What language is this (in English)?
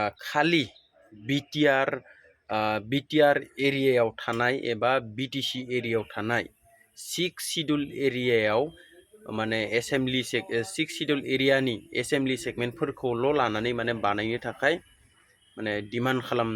Bodo